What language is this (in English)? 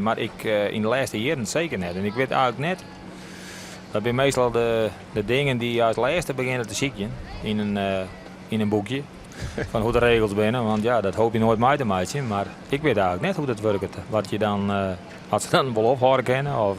Western Frisian